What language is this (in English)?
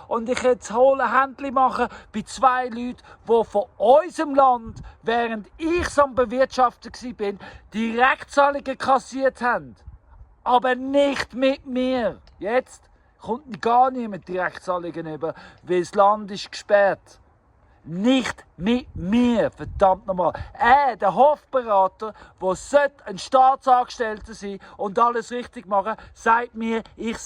Swiss German